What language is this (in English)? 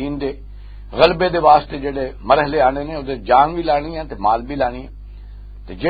Western Panjabi